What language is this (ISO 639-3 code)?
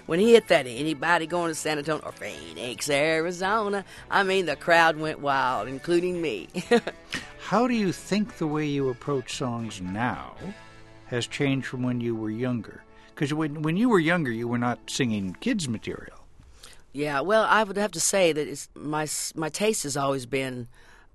eng